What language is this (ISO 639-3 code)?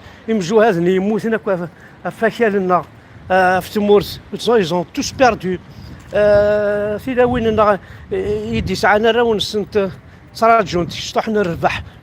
kab